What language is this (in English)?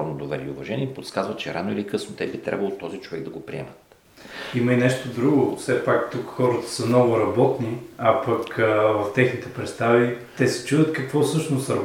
Bulgarian